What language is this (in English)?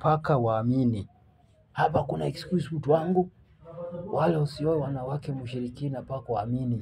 Swahili